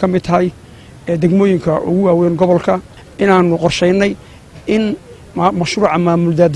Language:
Somali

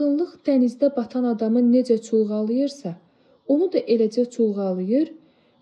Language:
Azerbaijani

